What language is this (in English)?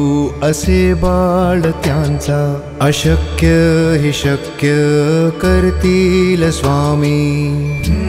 Marathi